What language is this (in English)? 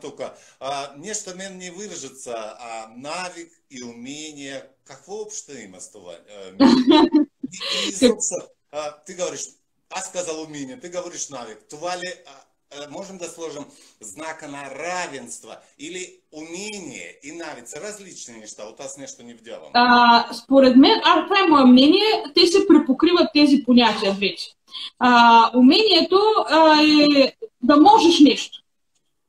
Bulgarian